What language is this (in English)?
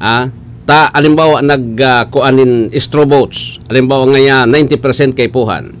Bikol